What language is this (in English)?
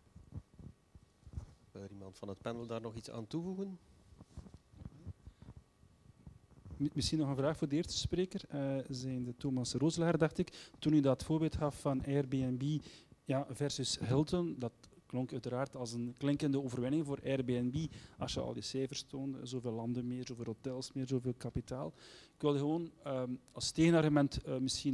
Dutch